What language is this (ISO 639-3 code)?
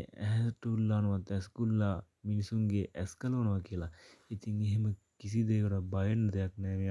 sin